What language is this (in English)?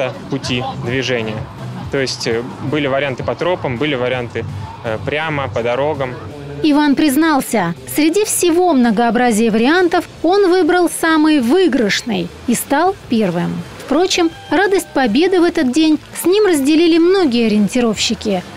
Russian